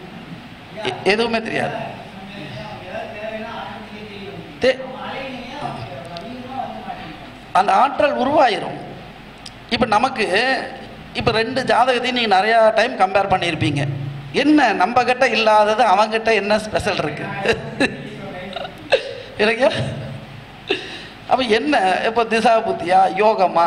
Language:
Tamil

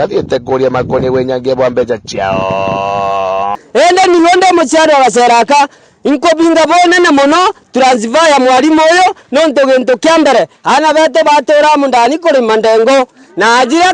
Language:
Meru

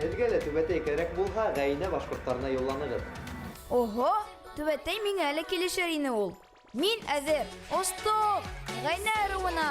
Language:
Bashkir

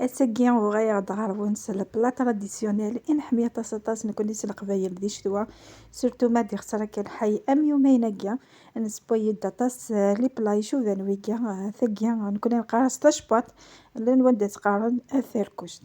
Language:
Kabyle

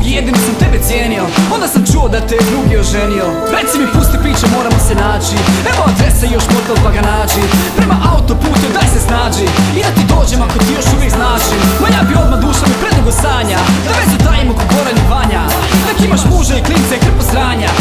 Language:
Croatian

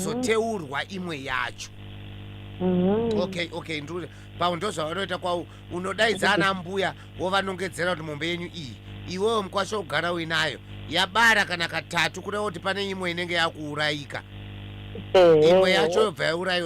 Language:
Shona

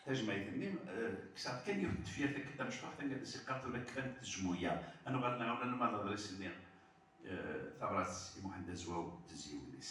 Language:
Kabyle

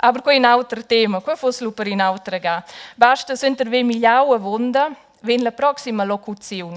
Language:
Romansh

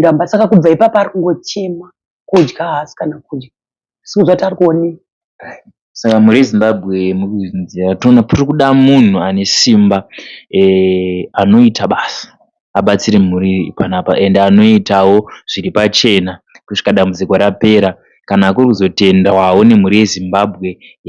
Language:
Shona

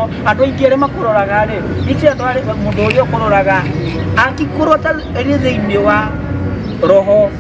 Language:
Kikuyu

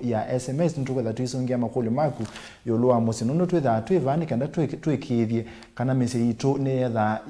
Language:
Kamba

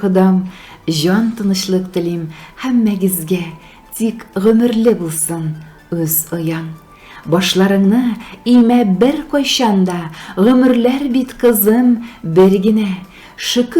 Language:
Tatar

